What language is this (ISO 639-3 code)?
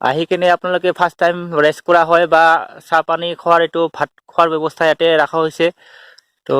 asm